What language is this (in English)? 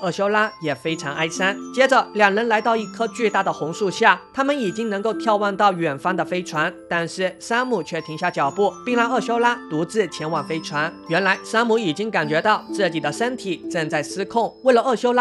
Chinese